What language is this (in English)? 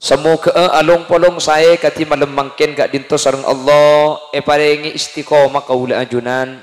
Madurese